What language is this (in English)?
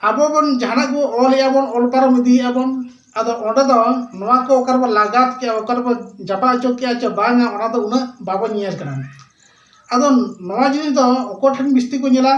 Santali